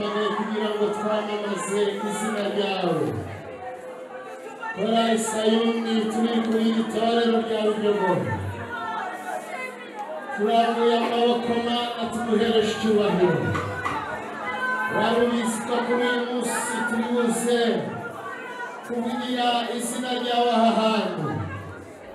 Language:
Kinyarwanda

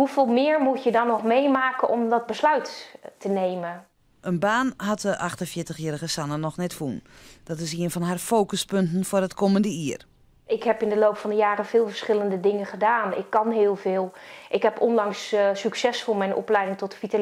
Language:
Western Frisian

